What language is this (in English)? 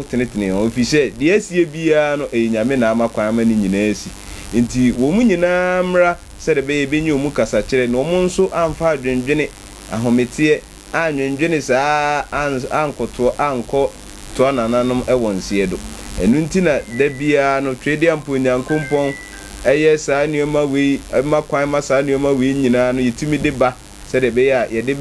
Akan